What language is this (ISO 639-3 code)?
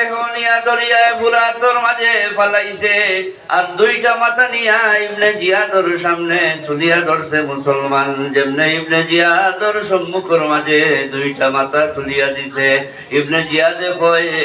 syl